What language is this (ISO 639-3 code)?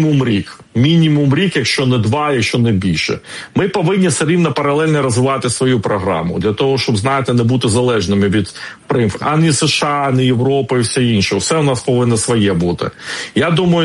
ukr